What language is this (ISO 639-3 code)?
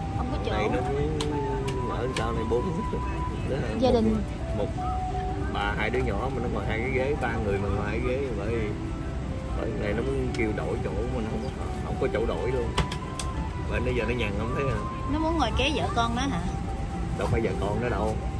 vie